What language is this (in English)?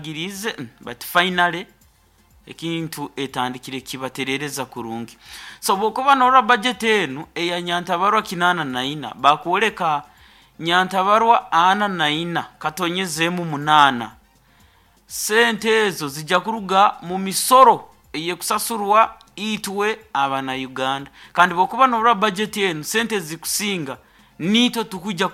Nyoro